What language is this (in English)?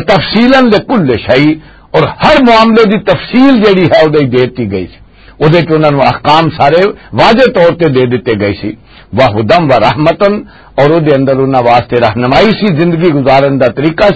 Western Panjabi